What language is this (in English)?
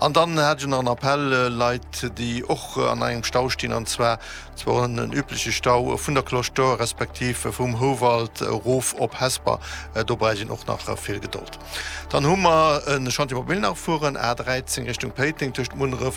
Luxembourgish